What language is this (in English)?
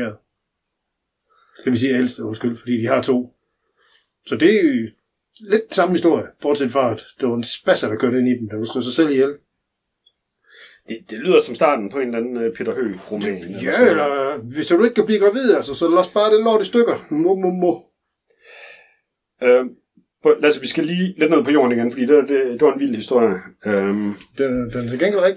Danish